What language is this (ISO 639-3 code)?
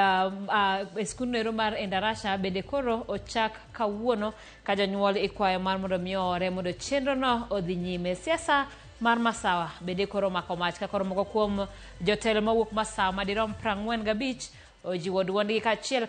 luo